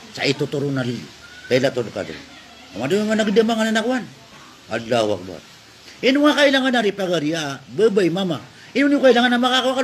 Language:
Maranao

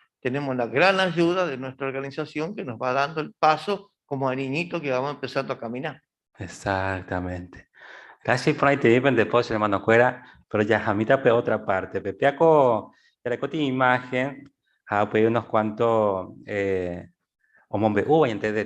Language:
Guarani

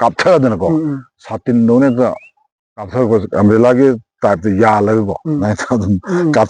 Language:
Manipuri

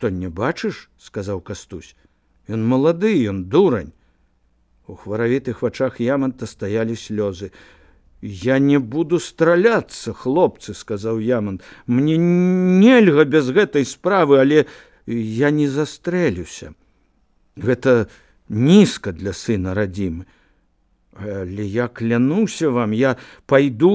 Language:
Belarusian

